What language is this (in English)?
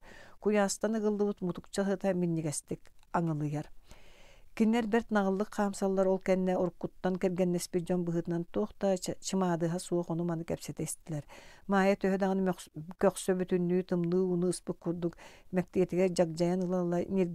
Yakut